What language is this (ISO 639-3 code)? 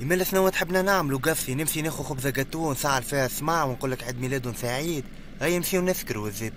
aeb